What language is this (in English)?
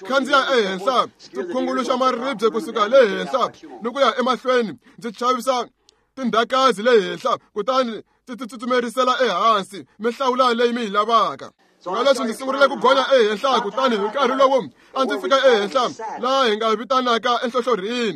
Tsonga